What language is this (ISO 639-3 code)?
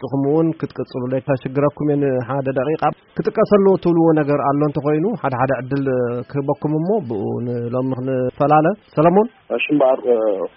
tir